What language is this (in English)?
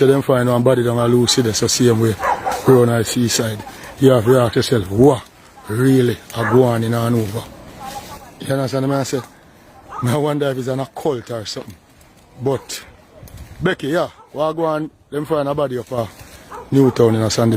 Jamaican Creole English